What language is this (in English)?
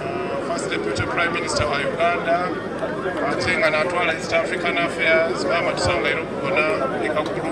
Soga